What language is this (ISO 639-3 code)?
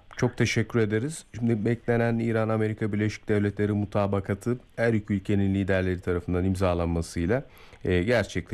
tur